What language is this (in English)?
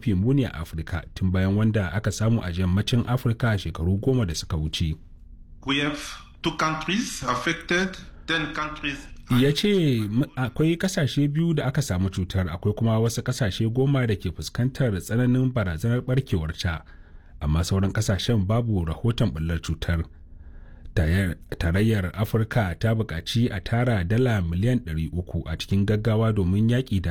Hausa